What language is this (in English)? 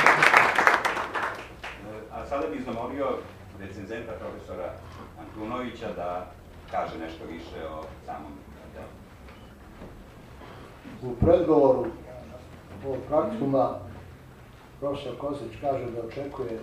Serbian